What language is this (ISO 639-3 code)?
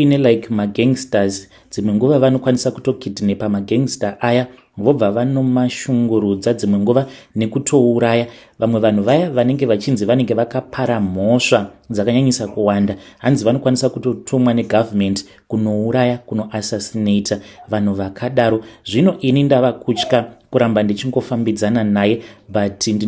sna